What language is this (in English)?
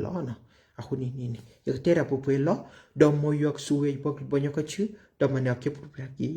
S'gaw Karen